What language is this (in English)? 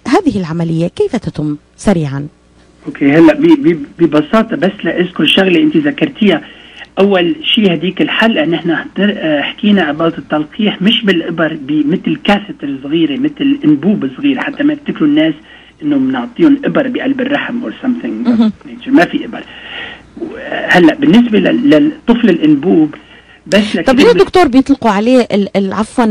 North Levantine Arabic